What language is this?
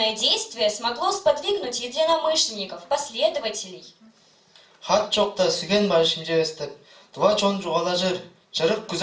Tuvinian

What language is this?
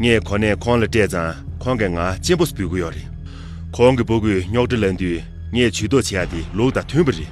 Tibetan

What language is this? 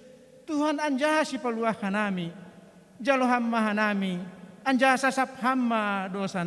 Batak Simalungun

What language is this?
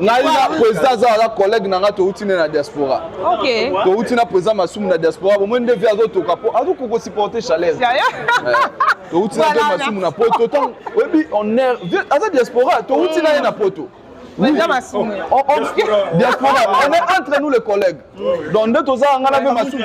Lingala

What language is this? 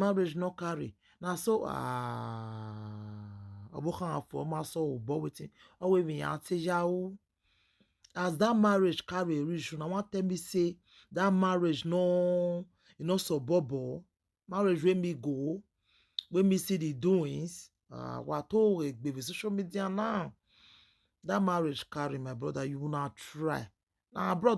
Nigerian Pidgin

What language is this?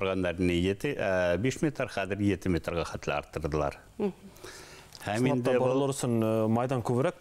Bashkir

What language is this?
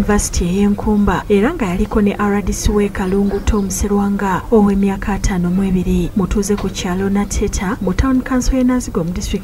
Ganda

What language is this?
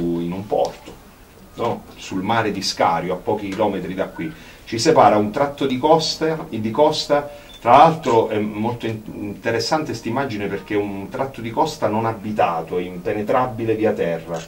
Italian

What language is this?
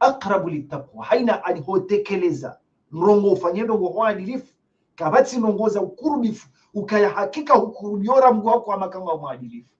Ngazidja Comorian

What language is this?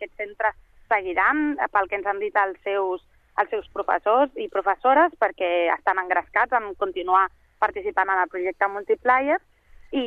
Catalan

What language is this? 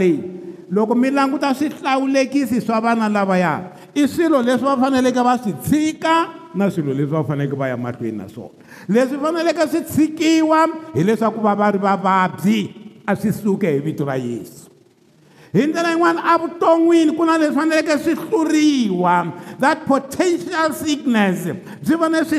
Tsonga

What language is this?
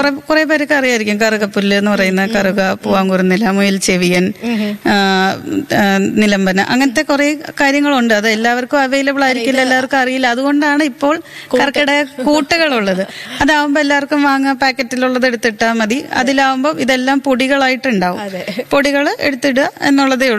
Malayalam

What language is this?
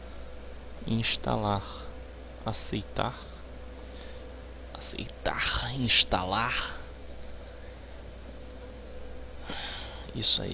Portuguese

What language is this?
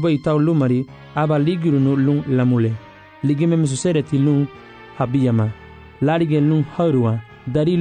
Garifuna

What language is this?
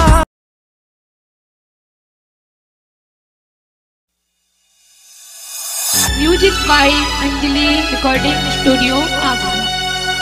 Punjabi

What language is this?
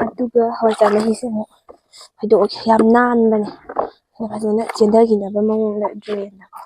Manipuri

